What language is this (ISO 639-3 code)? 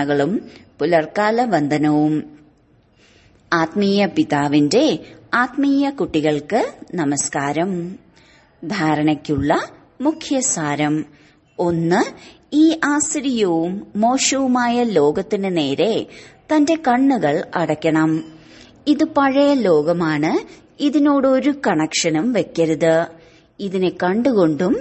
mal